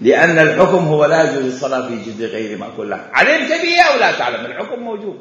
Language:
Mesopotamian Arabic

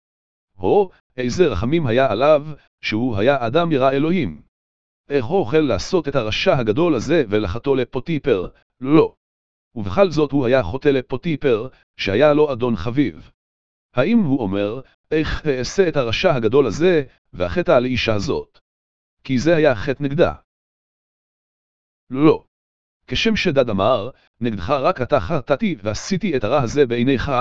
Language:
Hebrew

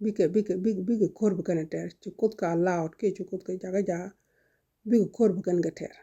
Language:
Nuer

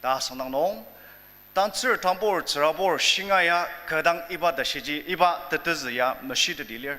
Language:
Ao Naga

